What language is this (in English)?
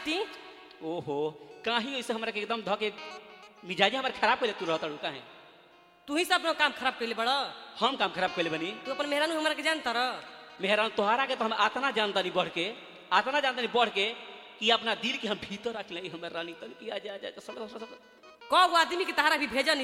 Bhojpuri